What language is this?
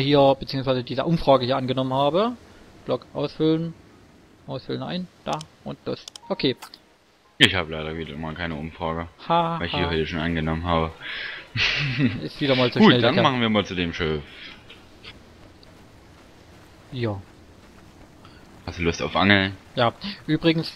German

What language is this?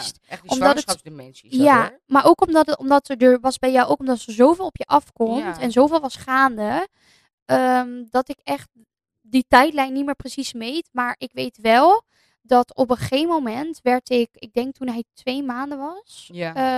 Dutch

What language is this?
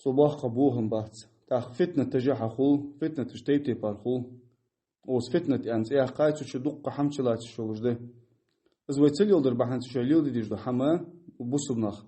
Ingush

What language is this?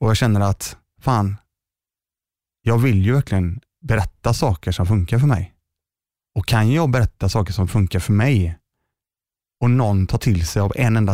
Swedish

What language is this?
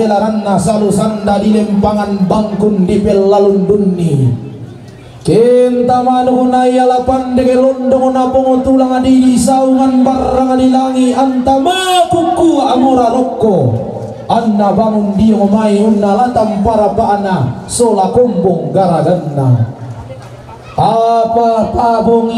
Toraja-Sa'dan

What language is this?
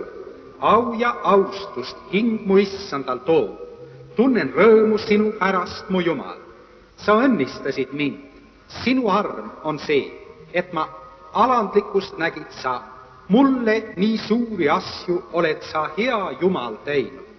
Estonian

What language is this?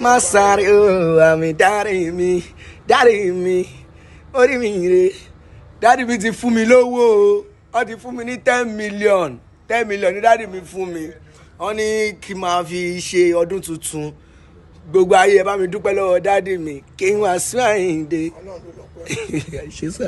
Yoruba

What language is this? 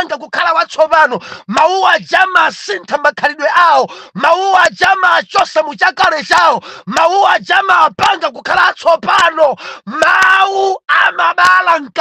Nyanja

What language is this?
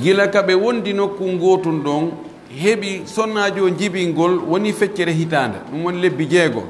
Pular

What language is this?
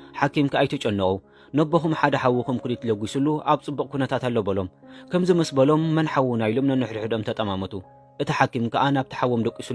Tigrinya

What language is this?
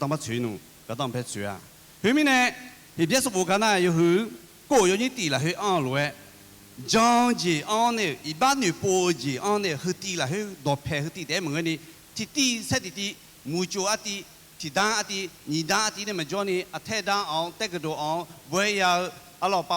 Akha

